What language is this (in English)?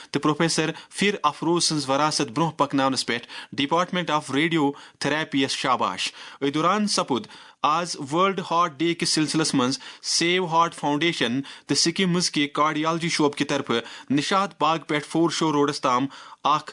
Kashmiri